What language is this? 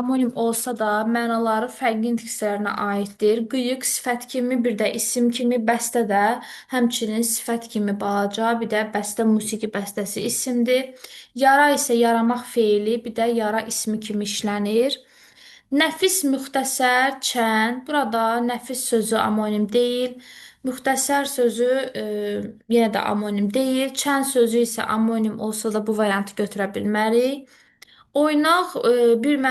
Azerbaijani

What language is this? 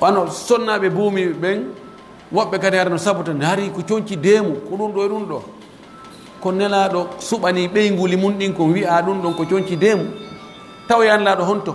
Pular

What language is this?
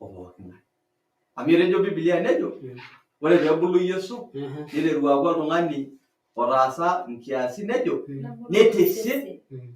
Masai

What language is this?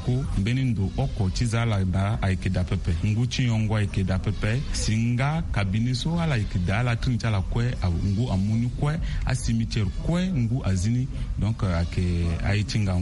Sango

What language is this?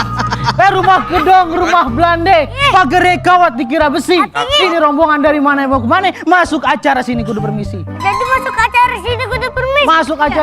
Betawi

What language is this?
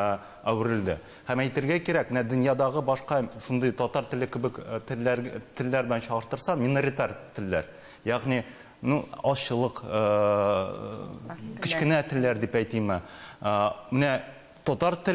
Tatar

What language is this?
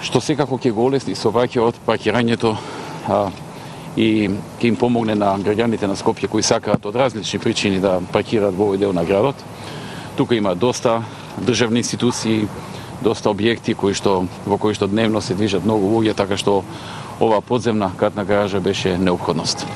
Macedonian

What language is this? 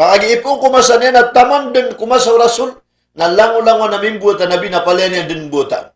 Maranao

